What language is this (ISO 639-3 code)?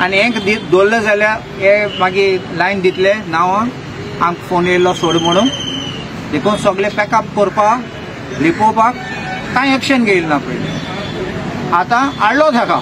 kok